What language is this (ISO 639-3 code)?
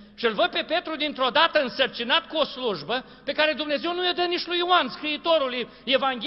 ron